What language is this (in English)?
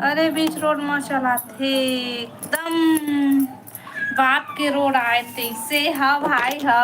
Chhattisgarhi